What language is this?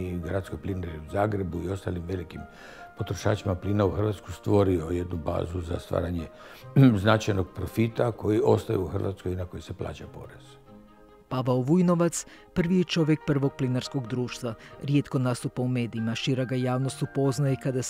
Croatian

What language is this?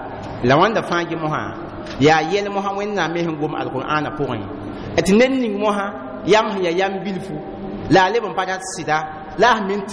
Mossi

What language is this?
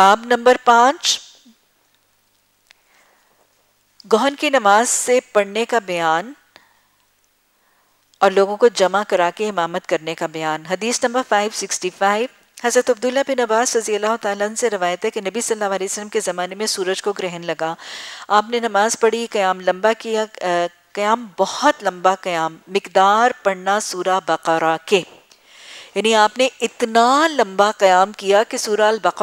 Urdu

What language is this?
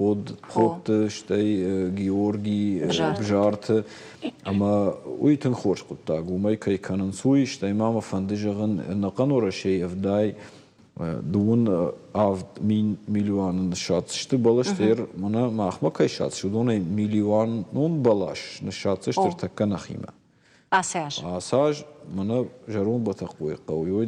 Ossetic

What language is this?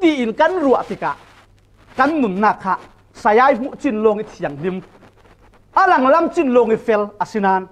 Falam Chin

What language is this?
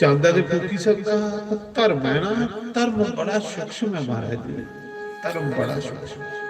Dogri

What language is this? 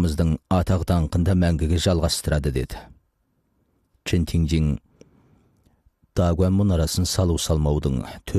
Kazakh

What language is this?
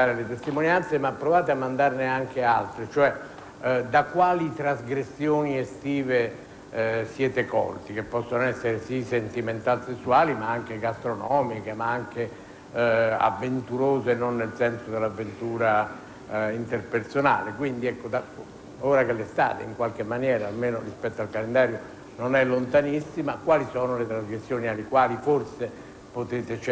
Italian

